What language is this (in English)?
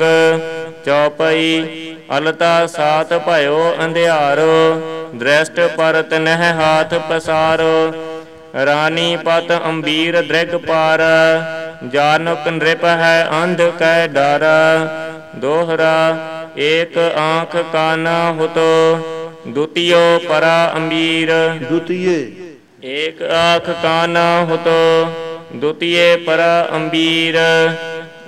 Punjabi